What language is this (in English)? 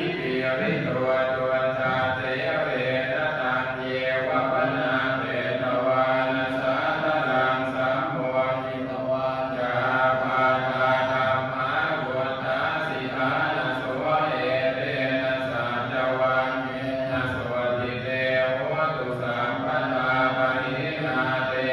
Pali